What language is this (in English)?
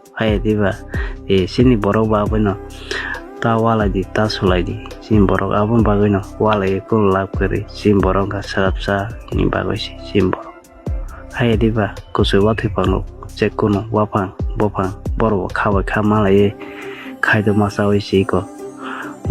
Kok Borok